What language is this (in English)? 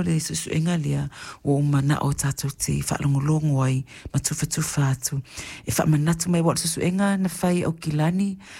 Samoan